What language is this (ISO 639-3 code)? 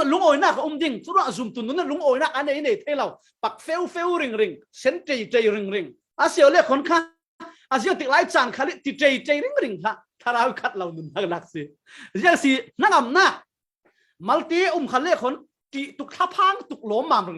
cfm